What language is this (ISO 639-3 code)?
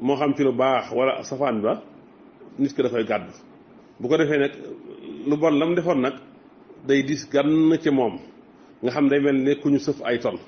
wol